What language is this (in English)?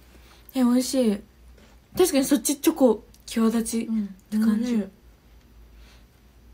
Japanese